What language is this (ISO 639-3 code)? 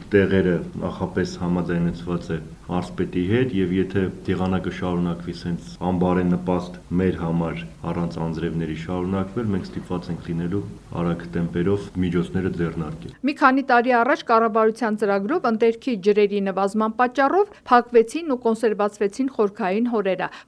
hye